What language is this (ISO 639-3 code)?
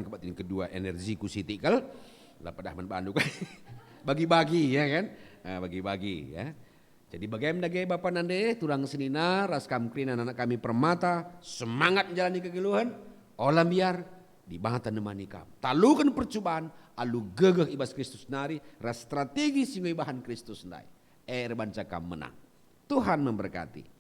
btx